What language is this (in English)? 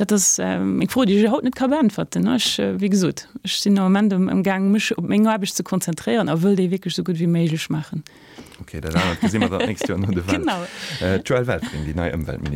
Luxembourgish